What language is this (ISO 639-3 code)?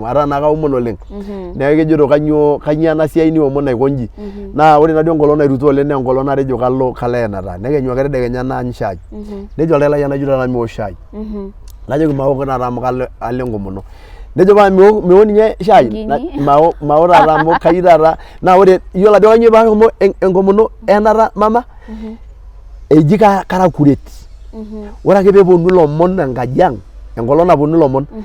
mas